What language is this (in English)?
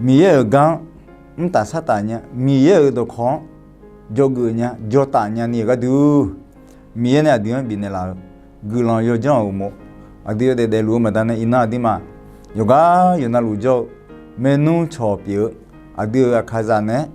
Akha